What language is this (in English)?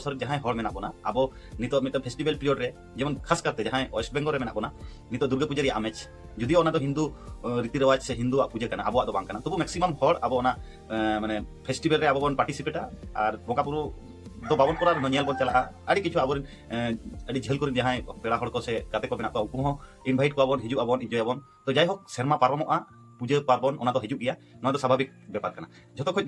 Santali